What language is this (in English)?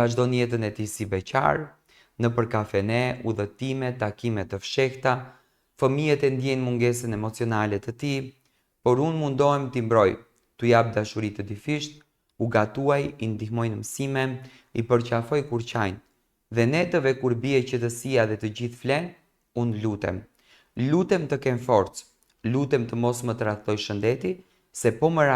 Albanian